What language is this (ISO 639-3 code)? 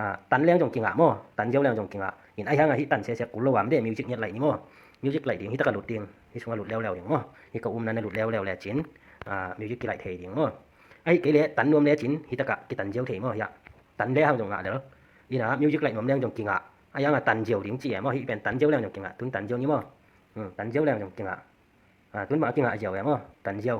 ctd